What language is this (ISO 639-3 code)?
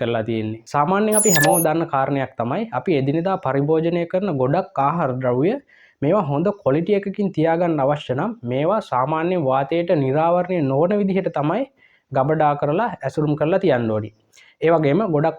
sin